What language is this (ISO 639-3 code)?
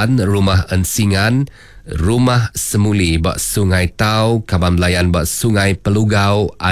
iba